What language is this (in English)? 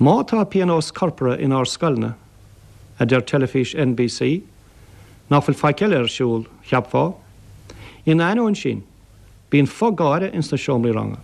Irish